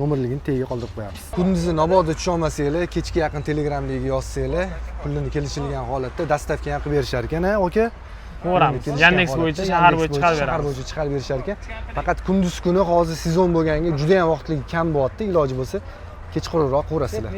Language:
Uzbek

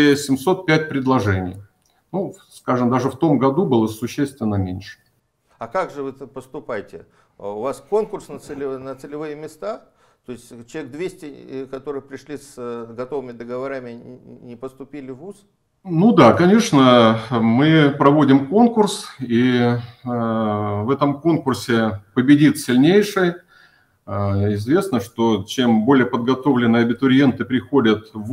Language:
Russian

